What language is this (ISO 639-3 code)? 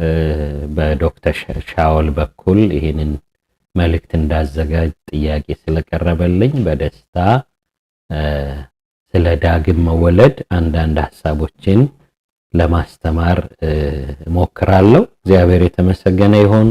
amh